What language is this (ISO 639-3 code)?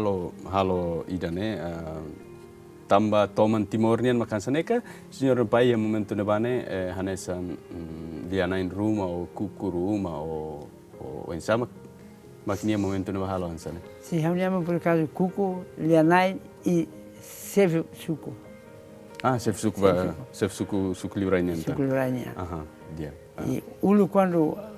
tet